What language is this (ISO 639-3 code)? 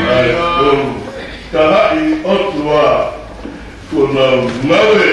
ton